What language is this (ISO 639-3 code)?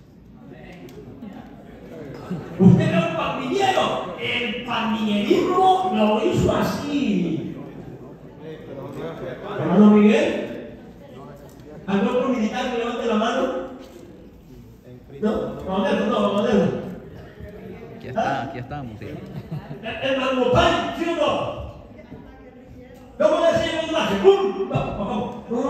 spa